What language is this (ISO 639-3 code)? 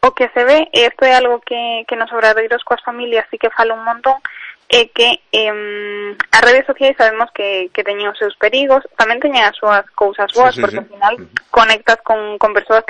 glg